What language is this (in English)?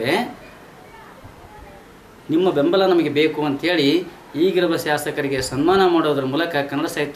Kannada